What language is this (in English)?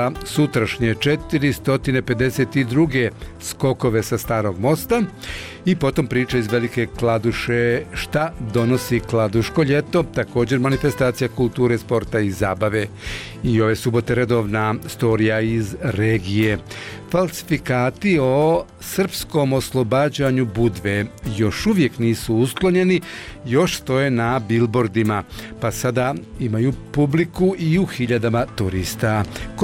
Bosnian